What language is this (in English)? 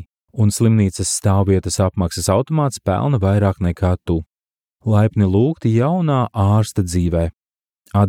Latvian